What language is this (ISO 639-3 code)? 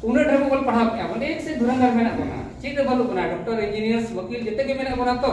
sat